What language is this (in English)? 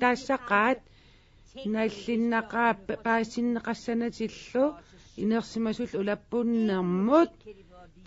Kalaallisut